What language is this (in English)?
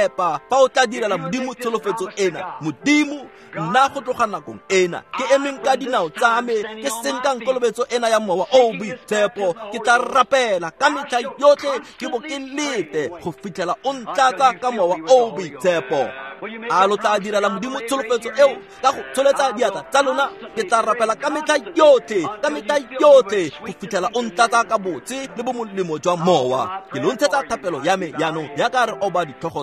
Tswana